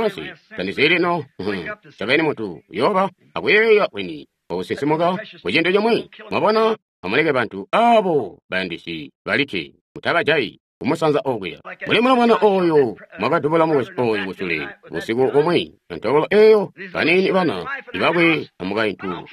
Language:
Tonga (Zambia)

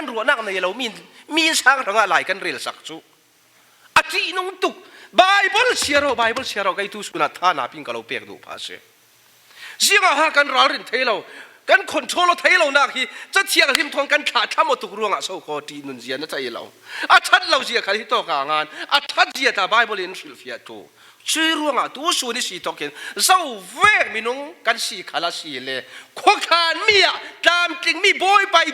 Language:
Falam Chin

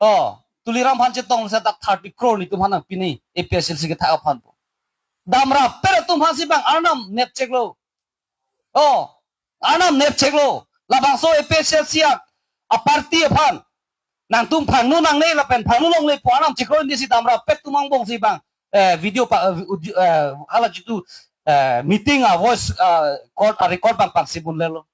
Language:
Karbi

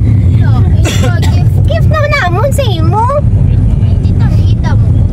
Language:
Hiligaynon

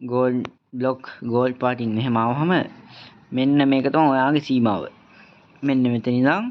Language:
Sinhala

